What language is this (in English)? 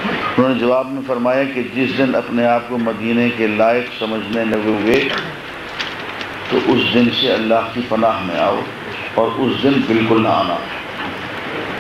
Urdu